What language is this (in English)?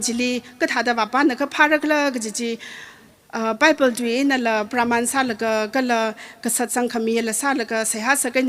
Tangkhul Naga (India)